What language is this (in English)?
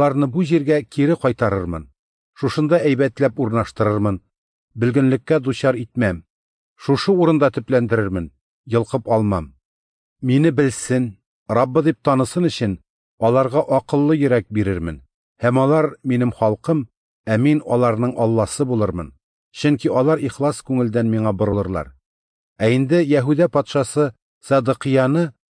Tatar